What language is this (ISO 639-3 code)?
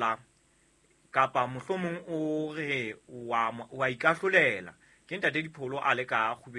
sot